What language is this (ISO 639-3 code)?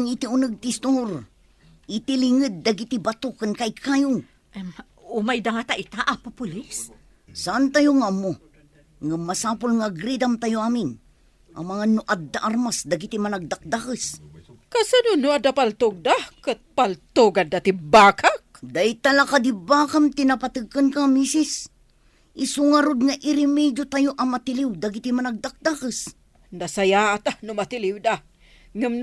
ilo